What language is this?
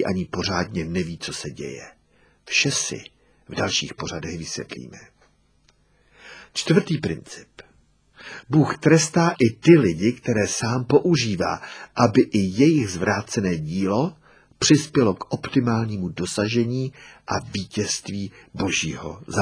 Czech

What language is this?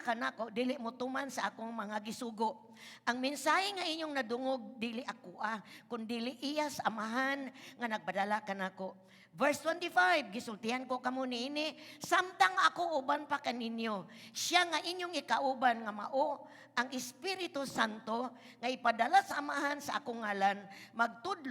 Cebuano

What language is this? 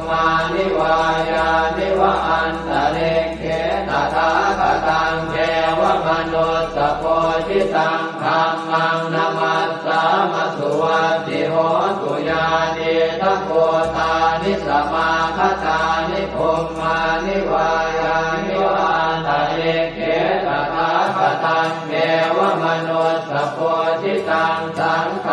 Pali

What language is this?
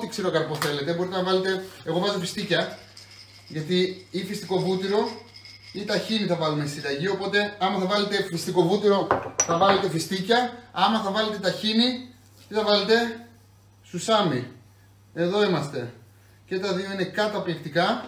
Greek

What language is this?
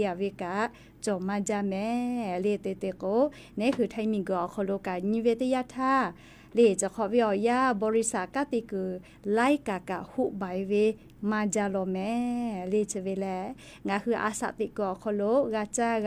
Lahu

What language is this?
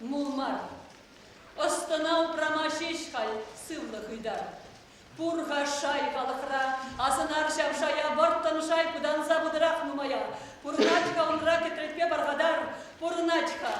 Chuvash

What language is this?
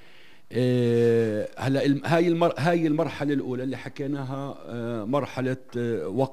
North Levantine Arabic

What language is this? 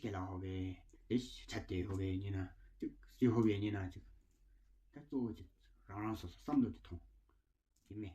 Tawang Monpa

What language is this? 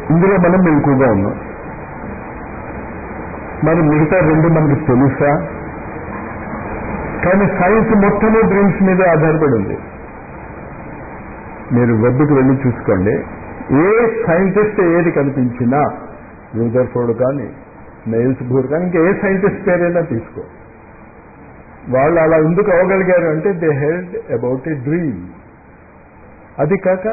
Telugu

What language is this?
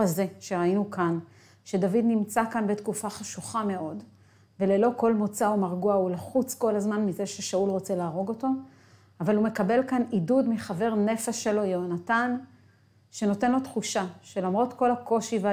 Hebrew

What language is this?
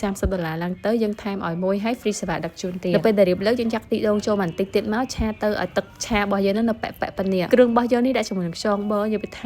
Khmer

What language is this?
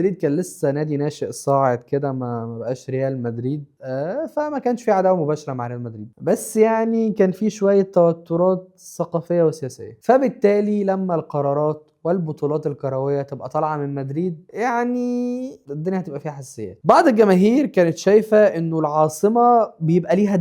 Egyptian Arabic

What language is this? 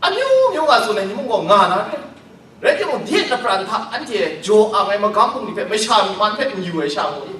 Kachin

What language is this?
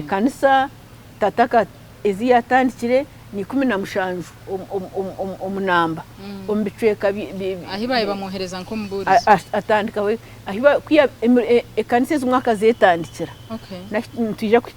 Nyankole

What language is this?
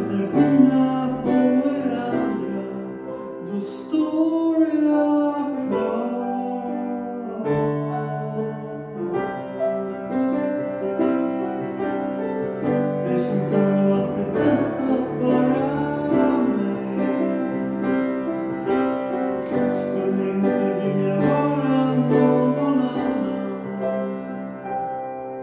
Swedish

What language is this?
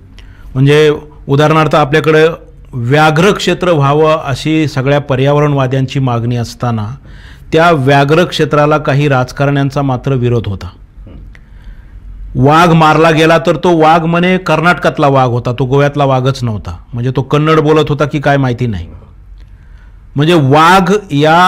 Marathi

